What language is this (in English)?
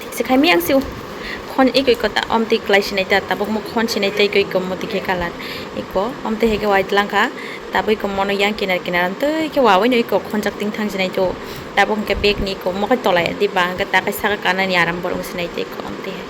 Kok Borok